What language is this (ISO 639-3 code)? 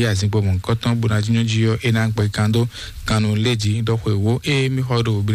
fon